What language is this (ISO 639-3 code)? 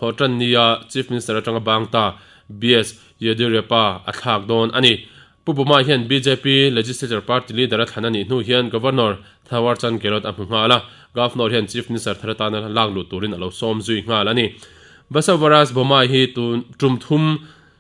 lus